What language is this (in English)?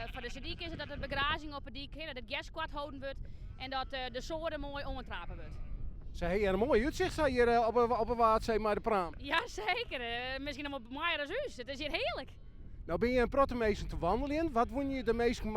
Western Frisian